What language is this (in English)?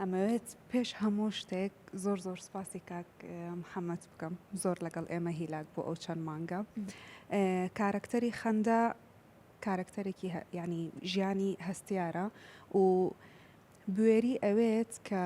Central Kurdish